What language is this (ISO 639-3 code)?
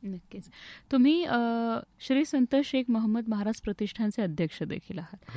mar